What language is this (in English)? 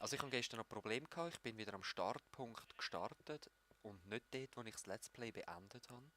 Swiss German